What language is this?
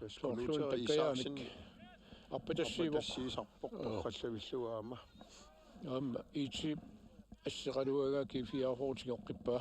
Kalaallisut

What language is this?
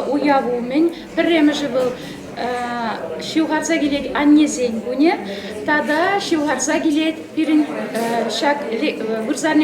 Chuvash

